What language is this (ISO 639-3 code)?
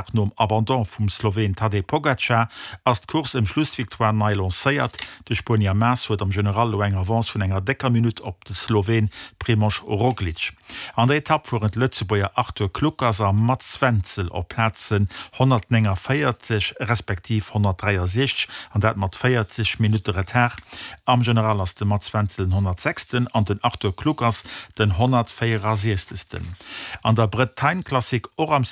ltz